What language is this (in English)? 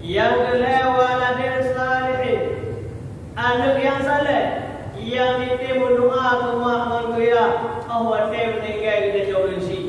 Achinese